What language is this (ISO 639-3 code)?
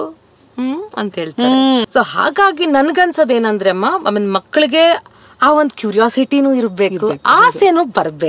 kan